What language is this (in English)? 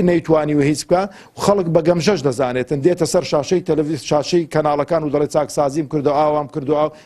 Central Kurdish